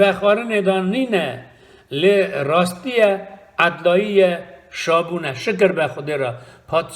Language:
Kurdish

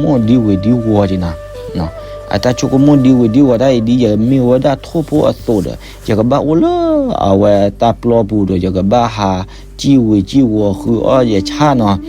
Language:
S'gaw Karen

